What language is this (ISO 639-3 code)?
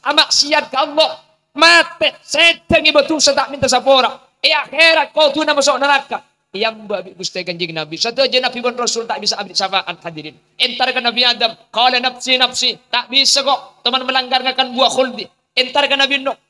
mad